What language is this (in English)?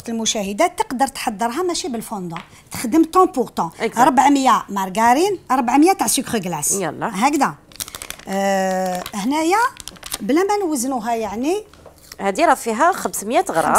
Algerian Arabic